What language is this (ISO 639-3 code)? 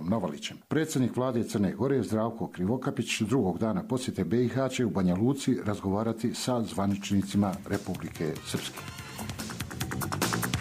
bos